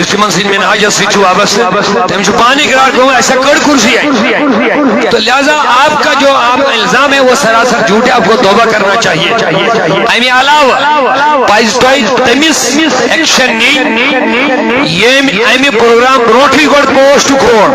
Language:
Kashmiri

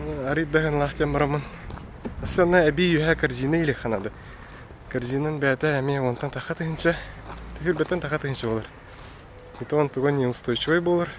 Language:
Yakut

